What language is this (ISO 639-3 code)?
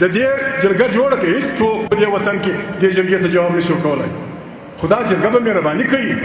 pus